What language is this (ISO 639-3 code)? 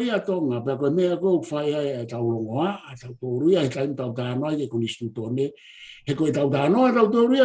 ton